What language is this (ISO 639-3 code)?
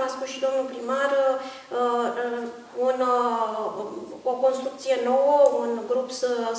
ron